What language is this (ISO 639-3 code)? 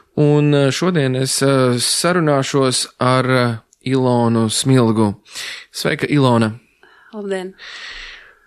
lav